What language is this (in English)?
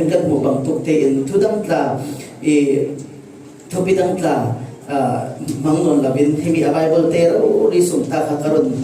Falam Chin